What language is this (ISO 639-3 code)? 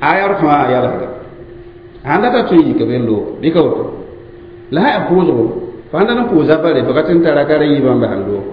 mos